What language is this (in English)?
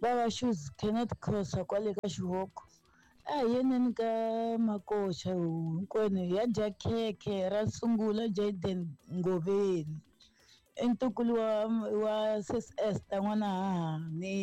Tsonga